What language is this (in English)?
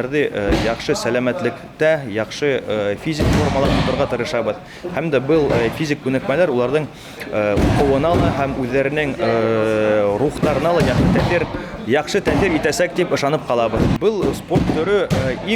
Bashkir